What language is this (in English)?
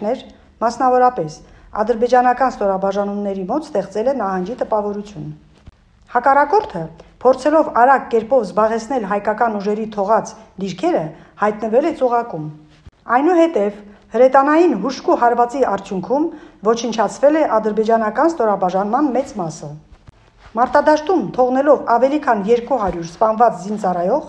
Armenian